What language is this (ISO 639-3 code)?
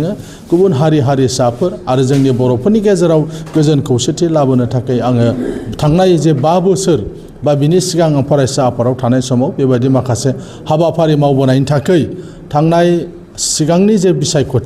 brx